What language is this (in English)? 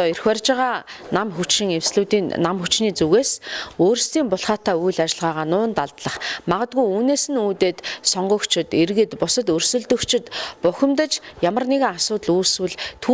Mongolian